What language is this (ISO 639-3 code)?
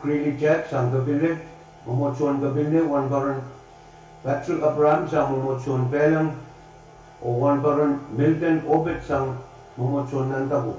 pon